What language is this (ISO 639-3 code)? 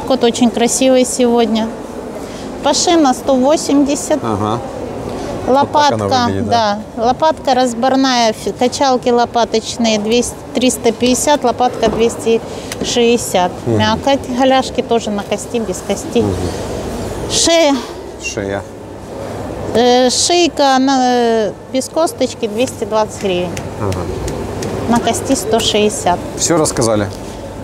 rus